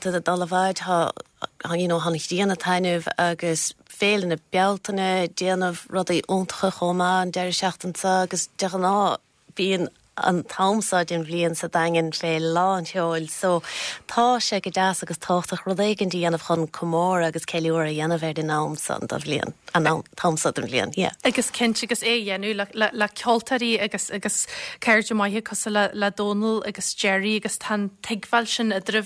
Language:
Irish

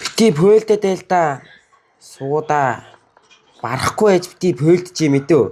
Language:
Mongolian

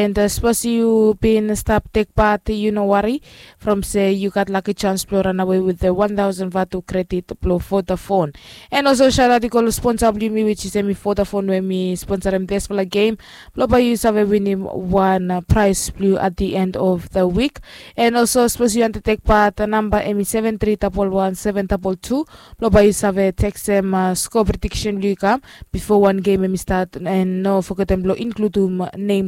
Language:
Bislama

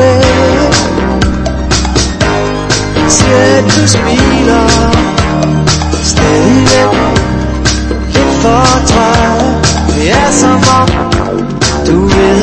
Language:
Danish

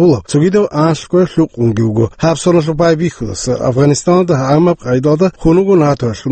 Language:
Avaric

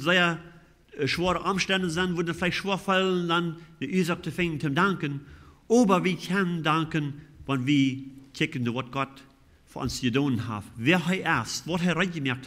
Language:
Plautdietsch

